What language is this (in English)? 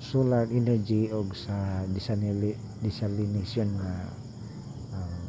Cebuano